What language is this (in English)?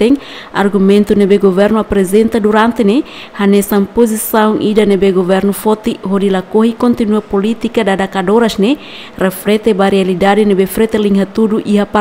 Tetum